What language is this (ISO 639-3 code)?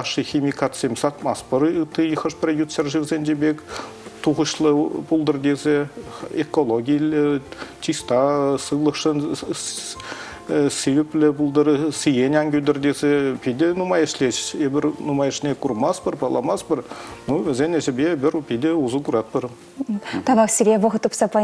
chv